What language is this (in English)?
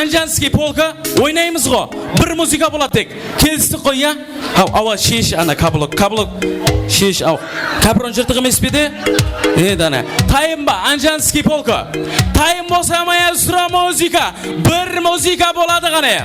Kara-Kalpak